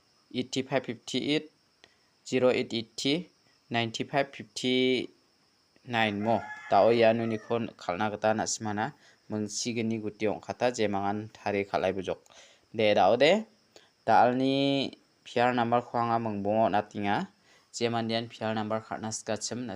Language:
Garo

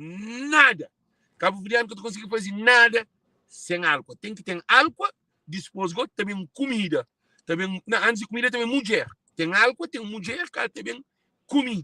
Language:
Kabuverdianu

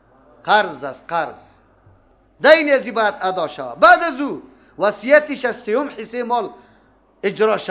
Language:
Persian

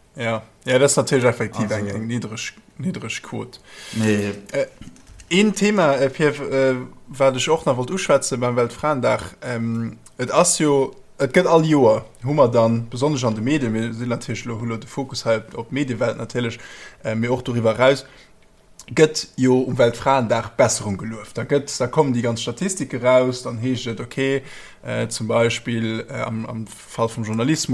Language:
Luxembourgish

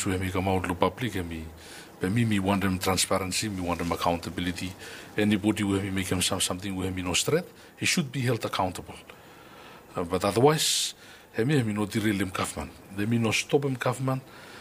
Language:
Bislama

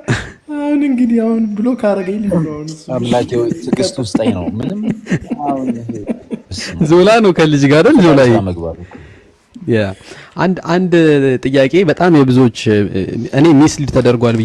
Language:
Amharic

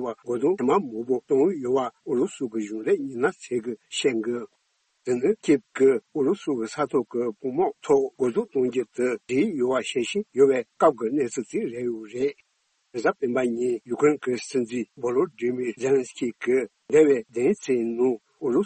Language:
Tibetan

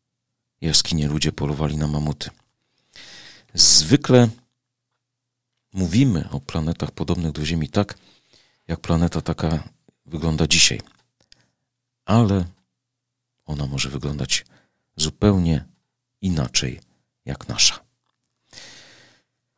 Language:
Polish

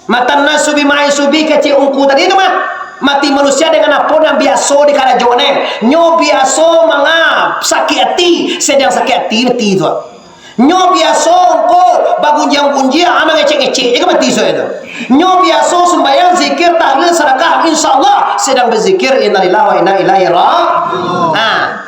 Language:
Minangkabau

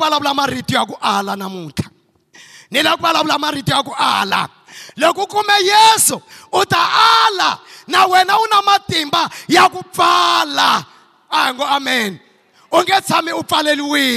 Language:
Tsonga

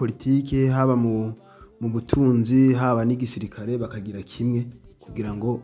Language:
Rundi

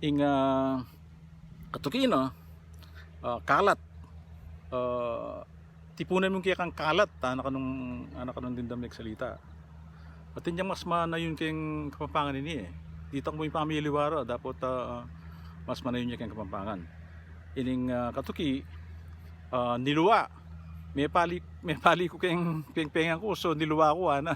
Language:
Pampanga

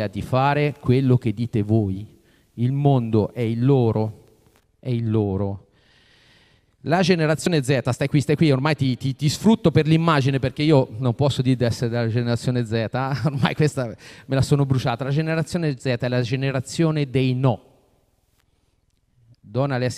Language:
Italian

